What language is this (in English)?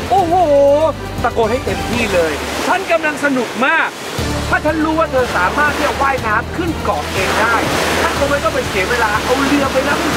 Thai